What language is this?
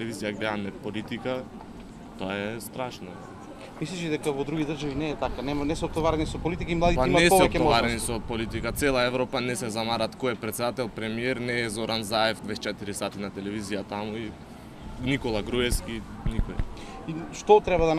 Macedonian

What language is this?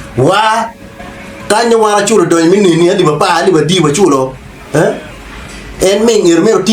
Acoli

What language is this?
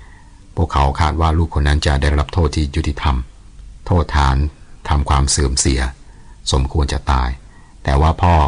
Thai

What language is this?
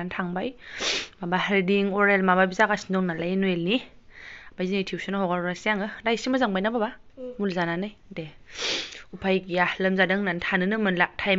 Bodo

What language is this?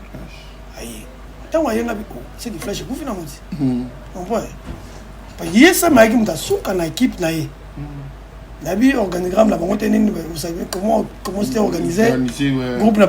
Lingala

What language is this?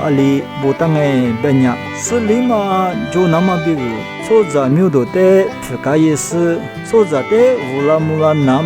Lisu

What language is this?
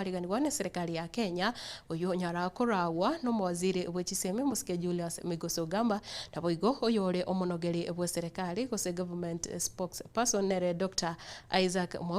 Gusii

